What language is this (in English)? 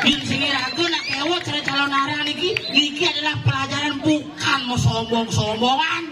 Balinese